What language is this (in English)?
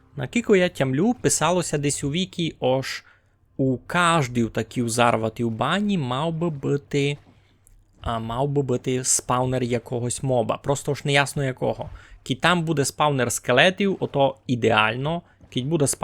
Rusyn